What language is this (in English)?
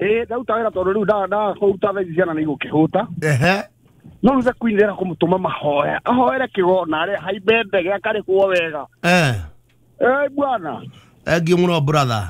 Kikuyu